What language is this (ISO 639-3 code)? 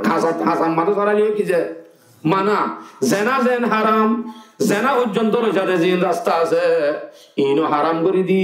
rhg